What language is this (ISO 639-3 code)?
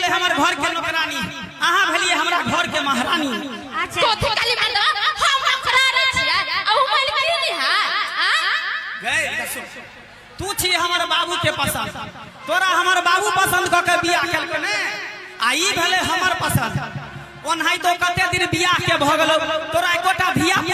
mai